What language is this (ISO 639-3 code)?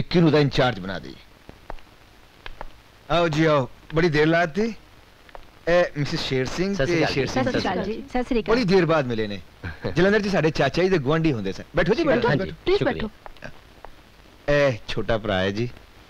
pan